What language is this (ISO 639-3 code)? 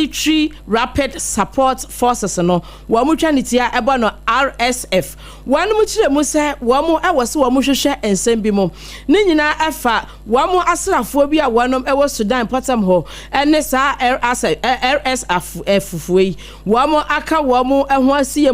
aka